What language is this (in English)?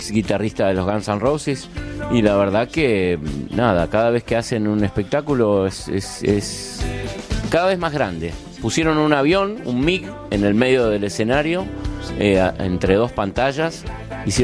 Spanish